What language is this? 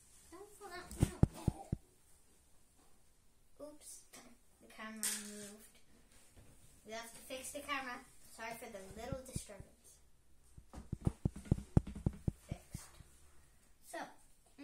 English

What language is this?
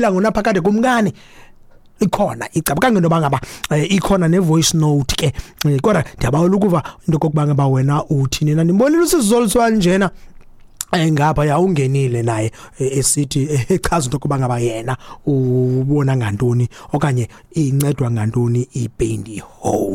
Xhosa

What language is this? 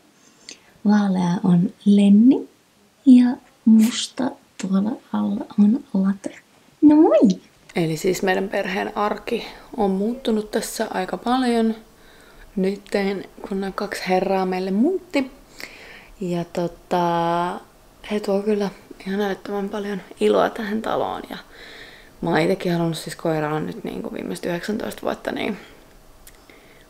Finnish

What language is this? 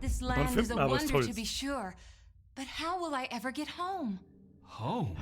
Bavarian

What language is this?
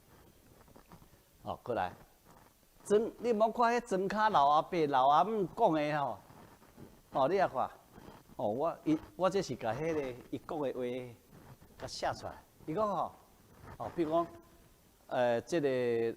Min Nan Chinese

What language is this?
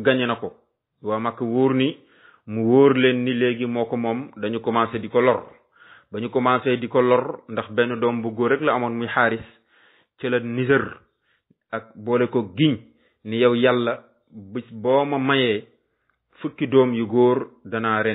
Wolof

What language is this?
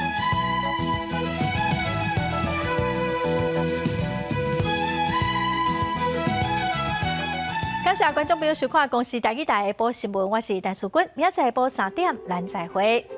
Min Nan Chinese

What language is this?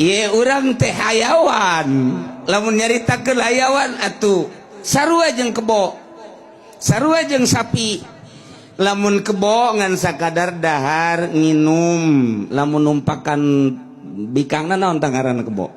Sundanese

